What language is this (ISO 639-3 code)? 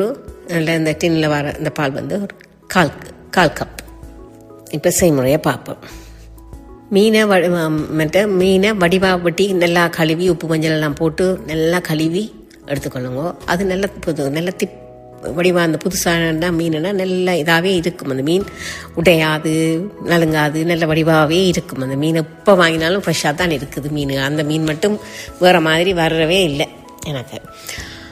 tam